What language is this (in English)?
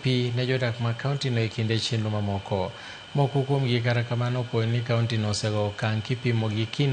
Luo (Kenya and Tanzania)